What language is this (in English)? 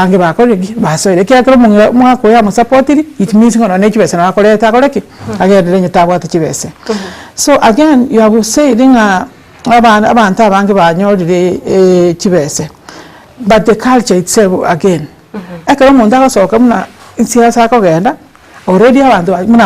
Gusii